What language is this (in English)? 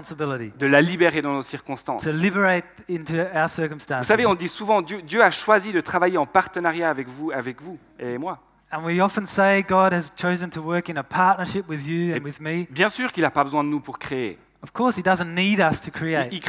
French